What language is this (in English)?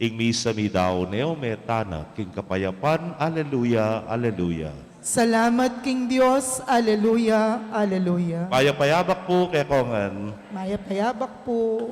Pampanga